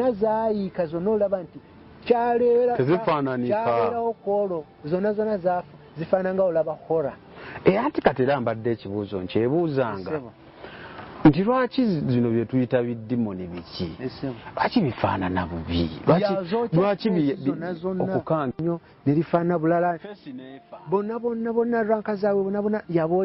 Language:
Ganda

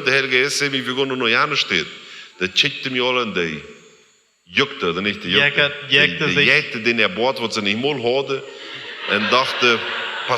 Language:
Plautdietsch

